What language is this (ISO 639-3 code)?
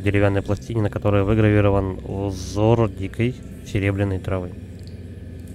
rus